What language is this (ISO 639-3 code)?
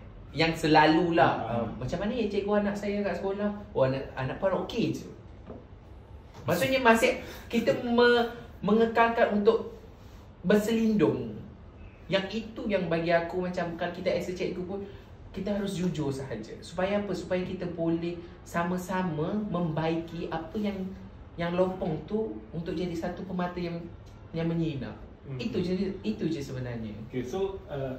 msa